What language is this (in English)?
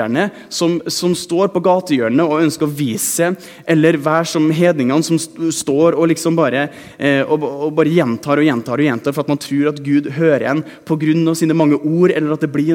Norwegian